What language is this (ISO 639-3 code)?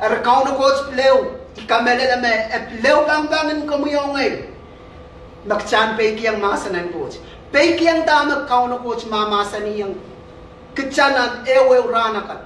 pon